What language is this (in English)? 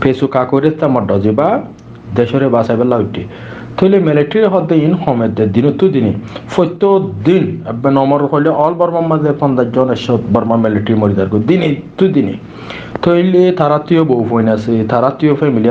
Rohingya